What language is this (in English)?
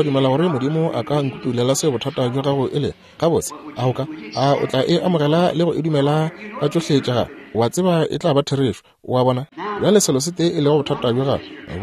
Northern Sotho